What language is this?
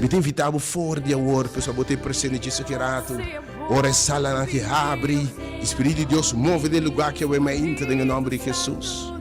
Papiamento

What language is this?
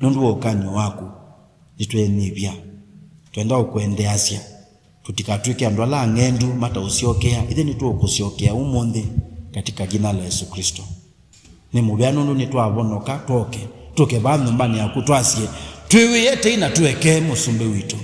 Kamba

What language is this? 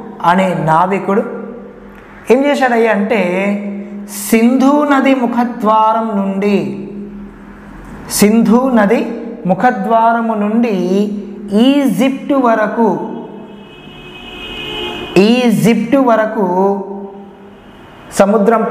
Telugu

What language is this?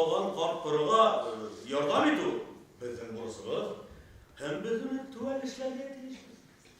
Bashkir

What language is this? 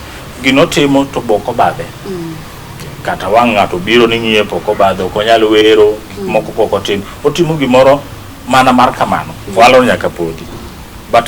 Luo (Kenya and Tanzania)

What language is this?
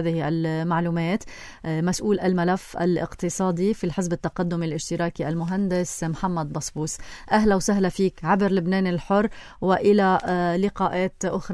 North Levantine Arabic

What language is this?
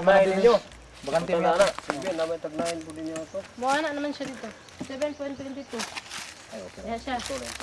Cebuano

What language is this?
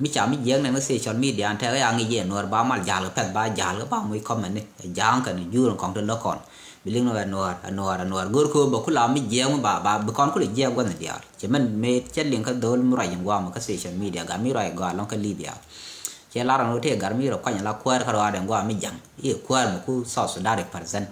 Nuer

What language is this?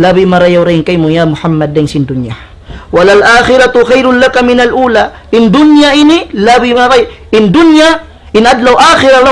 Tausug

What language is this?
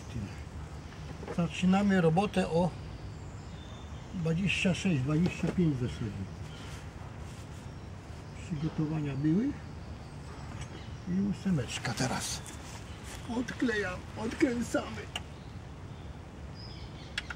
Polish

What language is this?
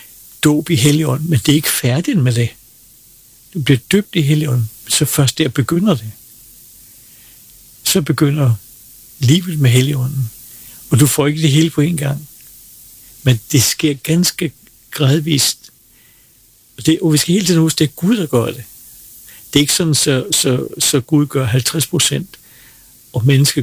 Danish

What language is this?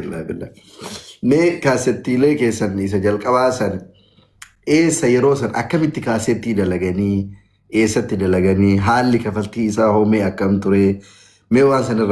Oromo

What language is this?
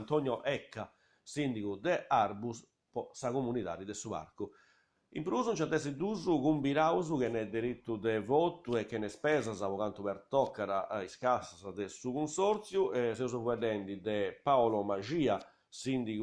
Sardinian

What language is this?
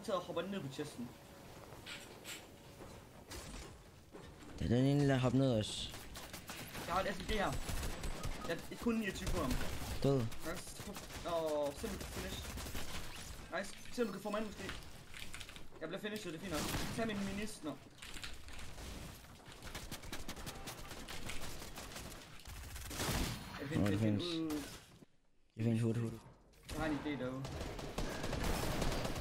Danish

